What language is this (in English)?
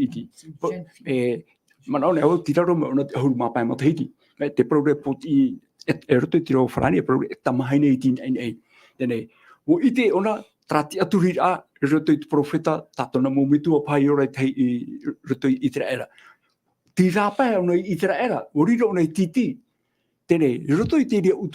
Tahitian